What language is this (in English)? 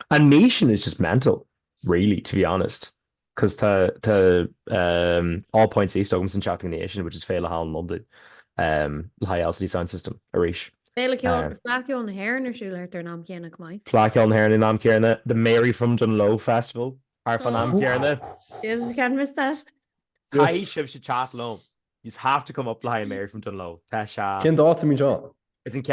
Irish